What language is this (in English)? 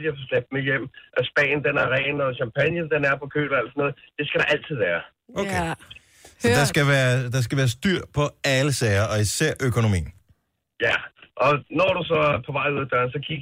Danish